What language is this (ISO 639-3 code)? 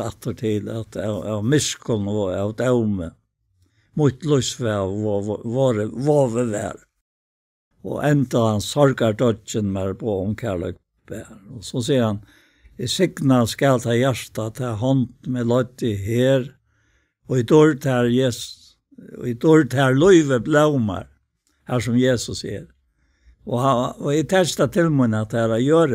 fao